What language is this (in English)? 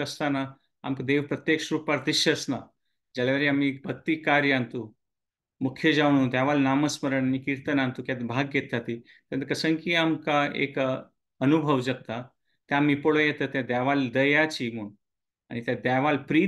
Konkani